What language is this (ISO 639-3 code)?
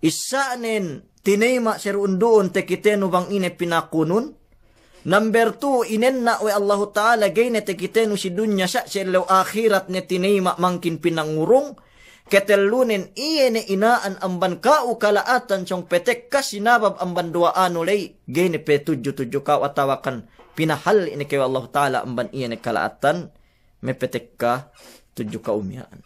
yka